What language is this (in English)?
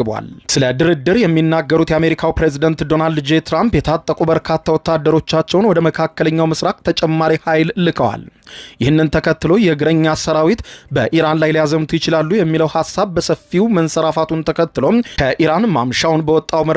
Amharic